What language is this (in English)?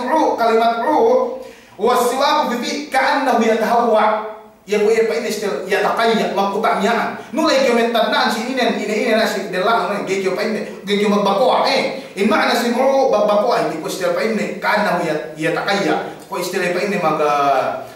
Yakan